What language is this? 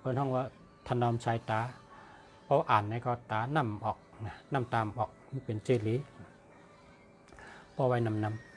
Shan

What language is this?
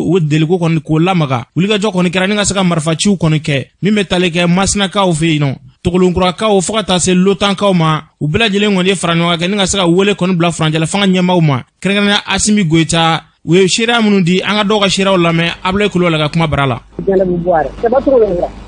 Bambara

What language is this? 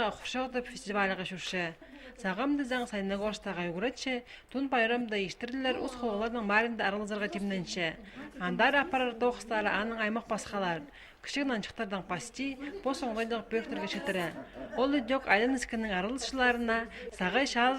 Khakas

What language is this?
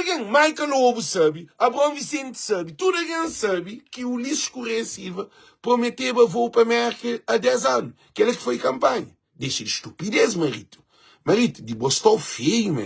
Kabuverdianu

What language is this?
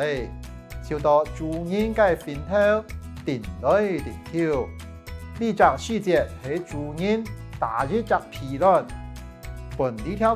Hakka Chinese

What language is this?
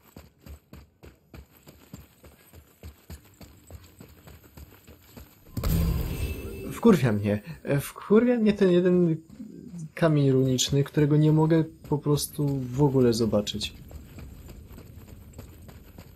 Polish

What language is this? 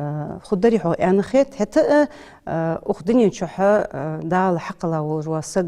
Ingush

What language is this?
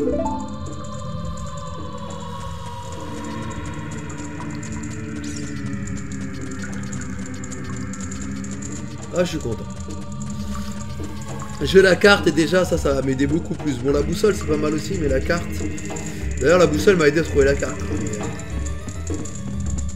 French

